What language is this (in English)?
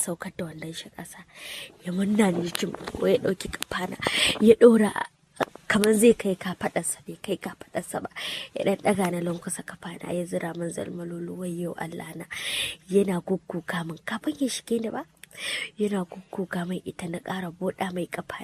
Hausa